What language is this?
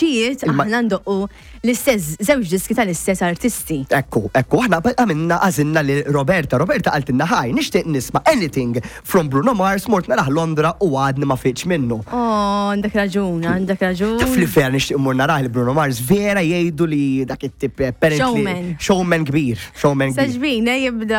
Maltese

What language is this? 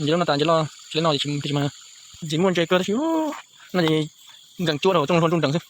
Hmong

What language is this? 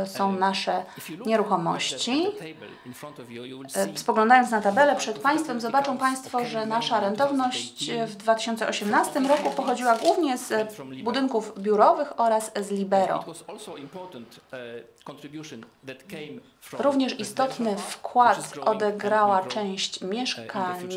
Polish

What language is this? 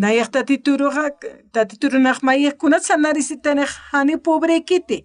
Aymara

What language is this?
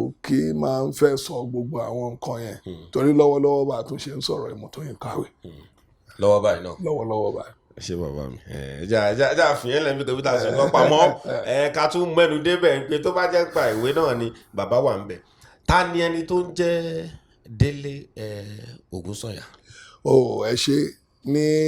Yoruba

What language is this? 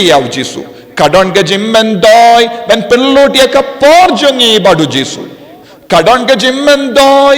Khasi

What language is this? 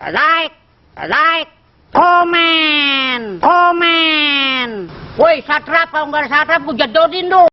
Betawi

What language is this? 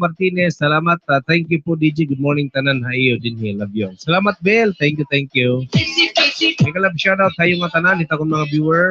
Waray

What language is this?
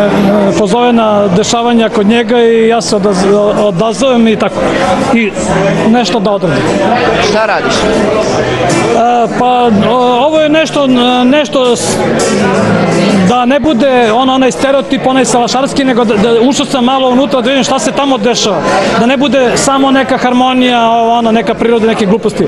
Serbian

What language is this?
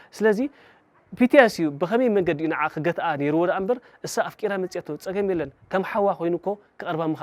Tigrinya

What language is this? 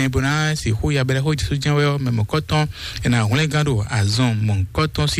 Fon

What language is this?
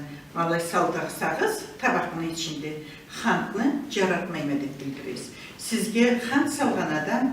Karachay-Balkar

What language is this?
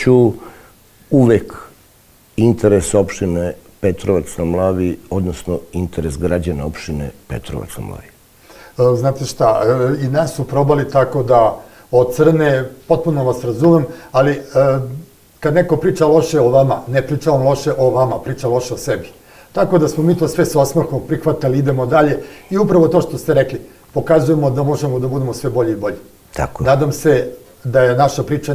Serbian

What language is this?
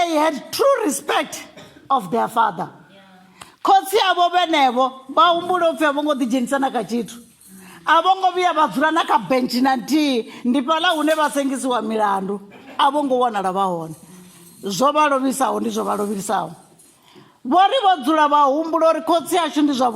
Venda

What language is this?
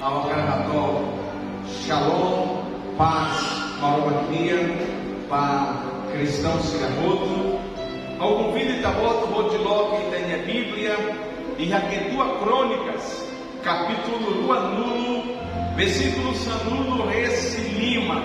Tetum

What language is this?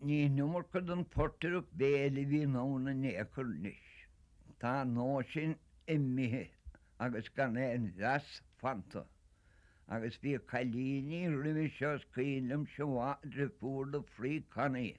Irish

